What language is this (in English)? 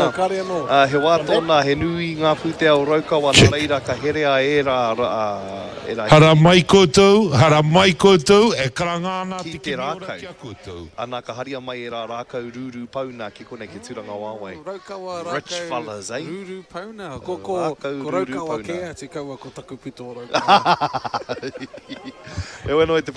Māori